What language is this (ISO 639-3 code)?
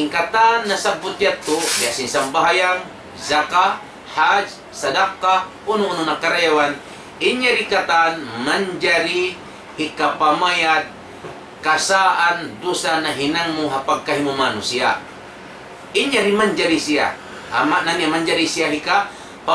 tsg